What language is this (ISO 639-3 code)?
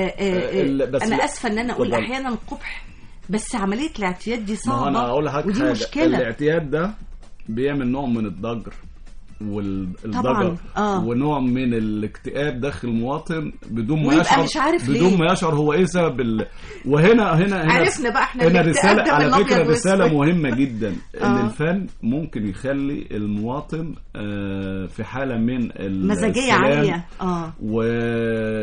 arz